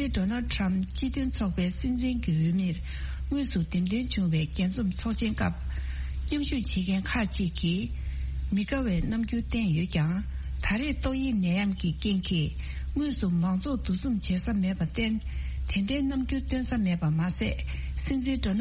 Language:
Tibetan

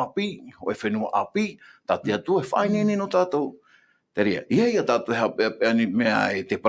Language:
Tahitian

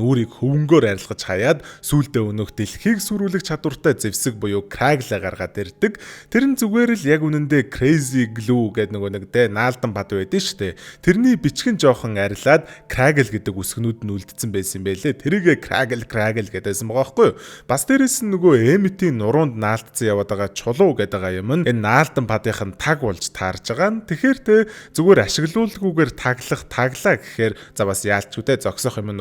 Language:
Mongolian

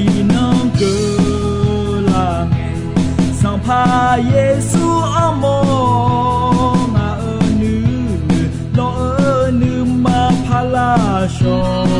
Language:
Akha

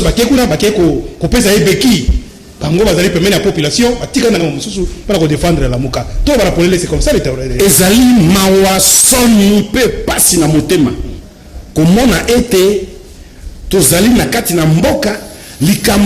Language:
Lingala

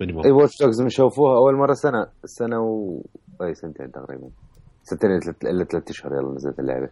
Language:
Mesopotamian Arabic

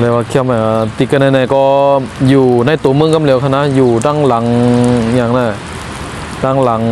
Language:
Shan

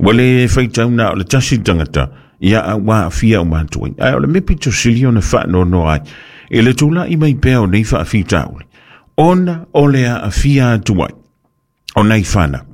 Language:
Samoan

